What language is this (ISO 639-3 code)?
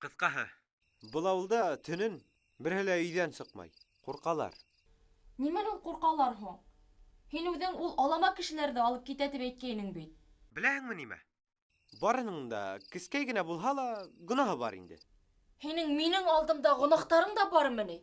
bak